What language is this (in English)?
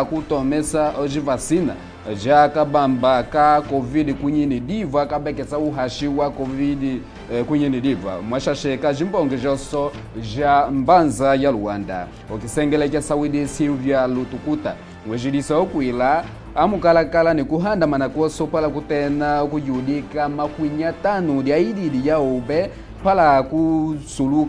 Kimbundu